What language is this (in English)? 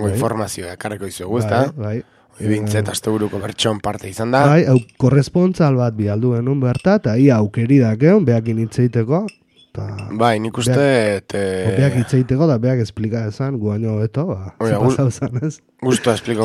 Basque